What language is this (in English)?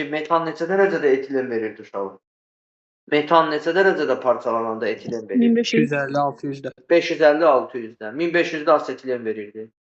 Azerbaijani